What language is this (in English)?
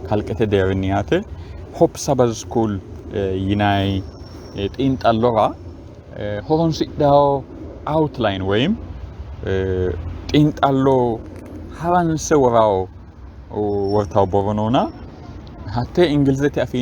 Sidamo